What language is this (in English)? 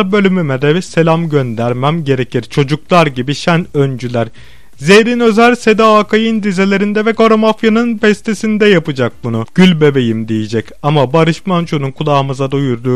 Turkish